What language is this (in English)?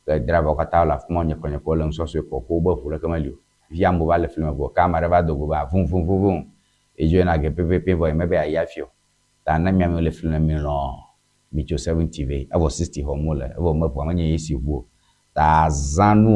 Ewe